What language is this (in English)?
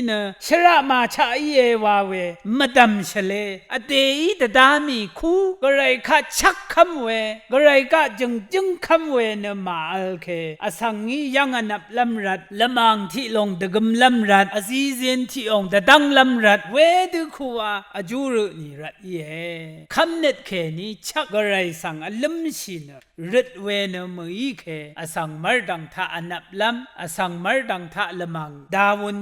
Rawang